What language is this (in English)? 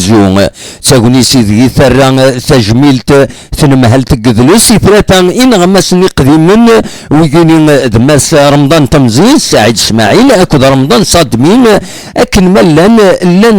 Kabyle